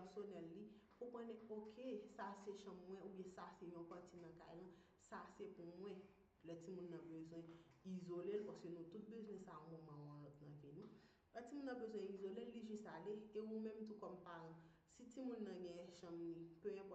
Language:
Haitian Creole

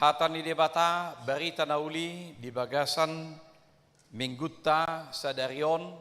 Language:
Batak Toba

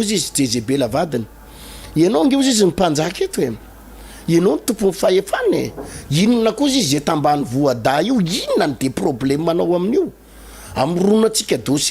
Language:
Malagasy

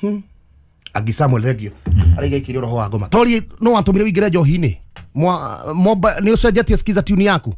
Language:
Kikuyu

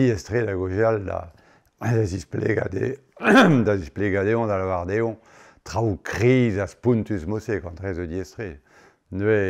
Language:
Breton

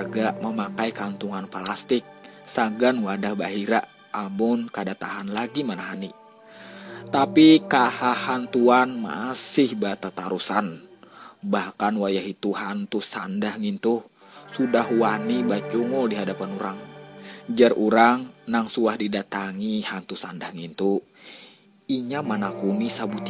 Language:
Banjar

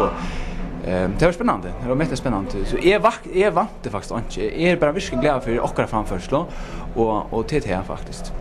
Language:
Faroese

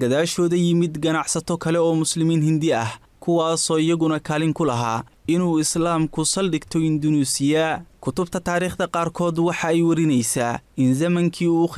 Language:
Somali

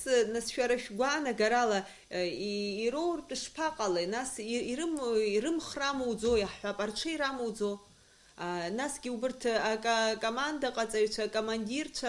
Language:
Abkhazian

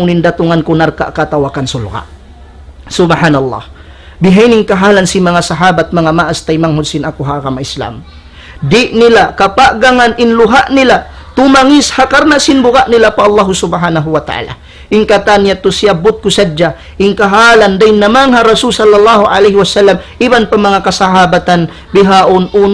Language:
Tausug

